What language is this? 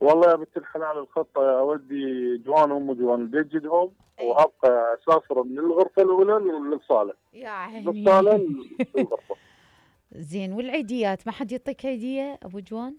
Mesopotamian Arabic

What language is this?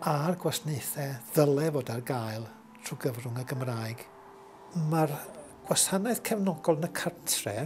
Welsh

